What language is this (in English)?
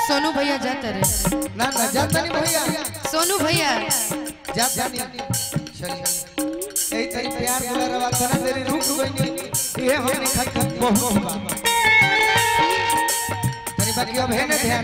Bhojpuri